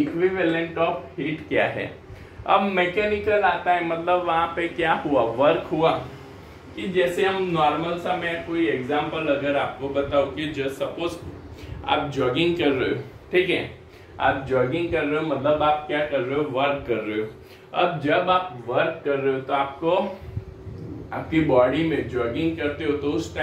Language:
Hindi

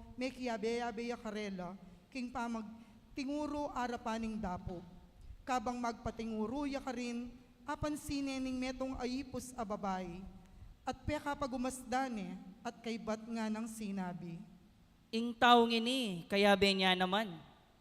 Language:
Pampanga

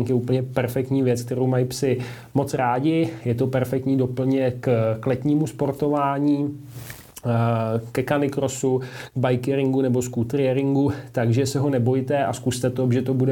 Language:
Czech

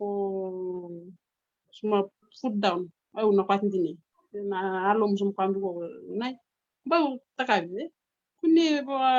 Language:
Fijian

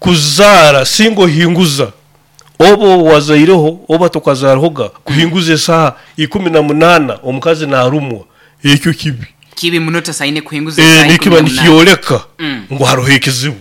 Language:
Nyoro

